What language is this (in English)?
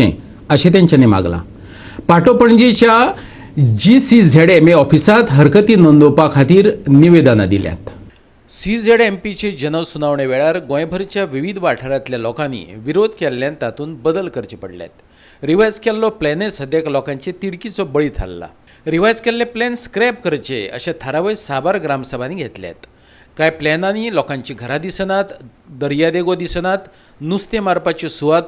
Konkani